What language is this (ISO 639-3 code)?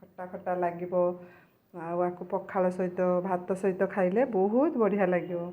ori